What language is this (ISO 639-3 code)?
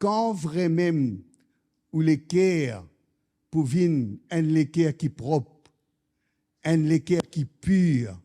mfe